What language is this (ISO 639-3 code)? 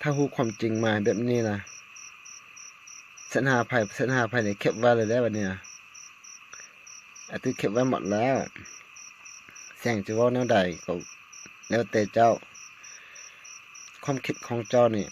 lao